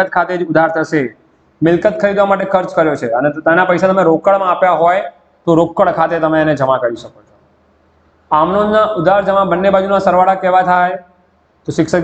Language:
Gujarati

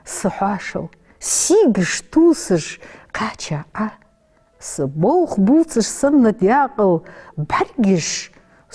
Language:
Ingush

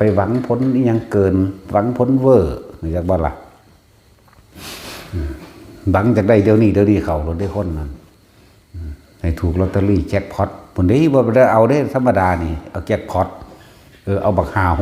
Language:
Northeastern Thai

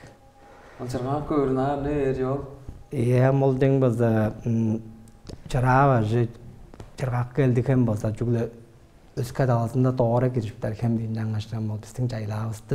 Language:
Tuvinian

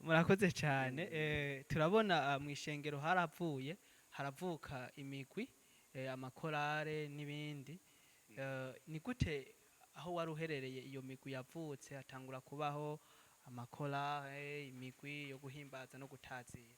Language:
Rundi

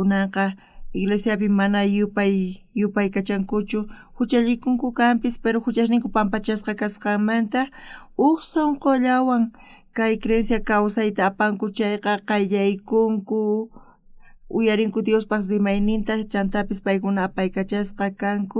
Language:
South Bolivian Quechua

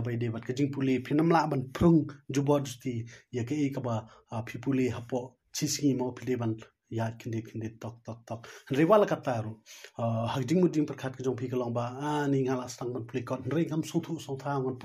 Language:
Khasi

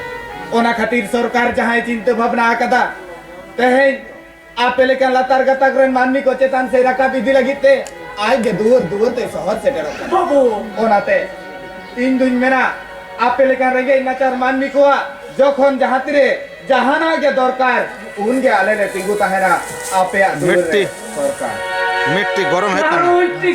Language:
Santali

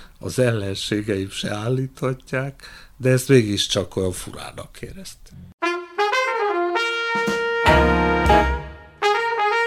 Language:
Hungarian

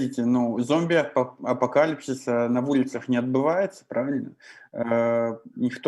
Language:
Belarusian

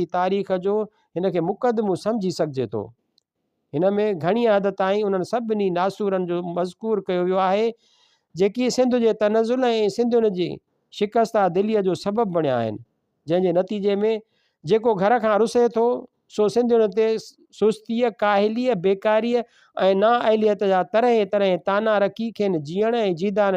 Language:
Sindhi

